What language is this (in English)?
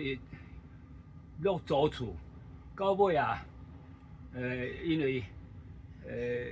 Min Nan Chinese